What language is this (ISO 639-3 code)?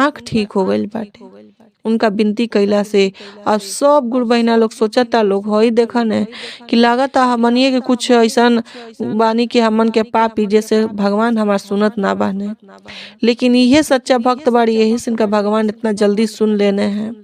bho